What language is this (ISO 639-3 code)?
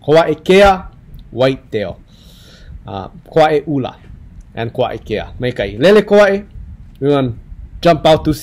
haw